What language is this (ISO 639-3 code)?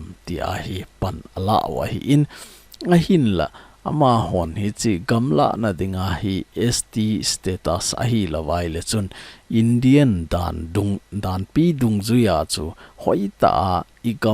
tcz